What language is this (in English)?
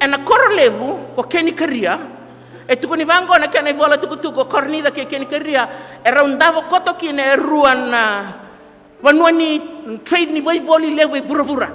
Fijian